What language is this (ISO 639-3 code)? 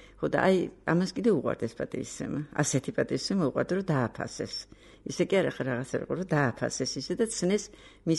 kat